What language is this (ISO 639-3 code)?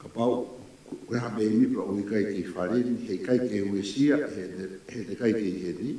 ton